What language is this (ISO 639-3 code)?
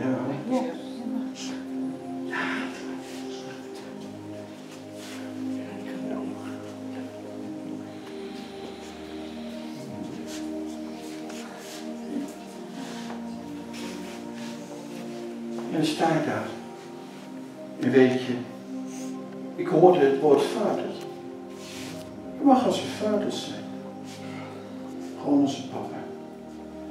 nld